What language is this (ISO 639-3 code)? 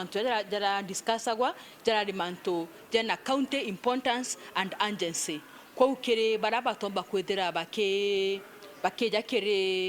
mer